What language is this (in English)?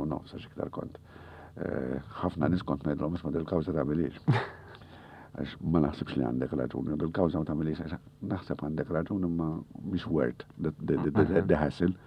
Maltese